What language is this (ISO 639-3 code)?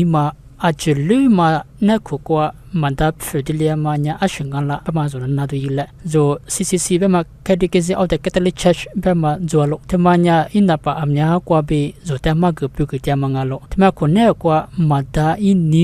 lis